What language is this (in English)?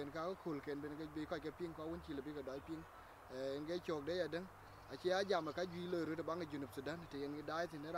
Dinka